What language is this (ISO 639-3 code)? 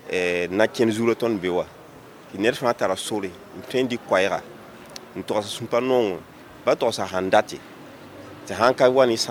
mos